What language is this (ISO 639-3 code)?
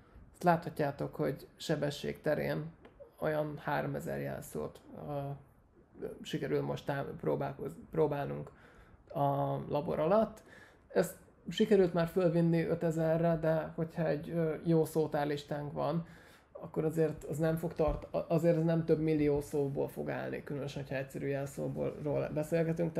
hun